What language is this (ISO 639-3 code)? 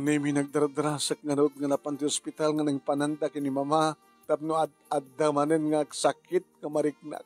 ilo